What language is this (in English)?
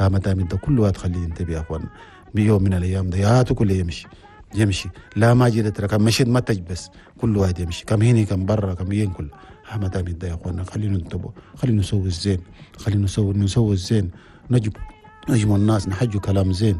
Chadian Arabic